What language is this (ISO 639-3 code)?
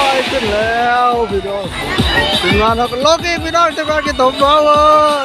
tts